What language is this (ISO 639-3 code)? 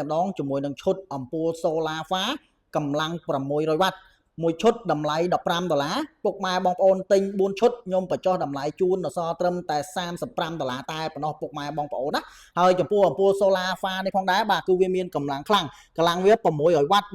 khm